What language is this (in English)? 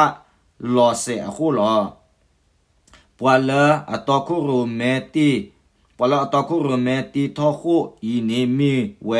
S'gaw Karen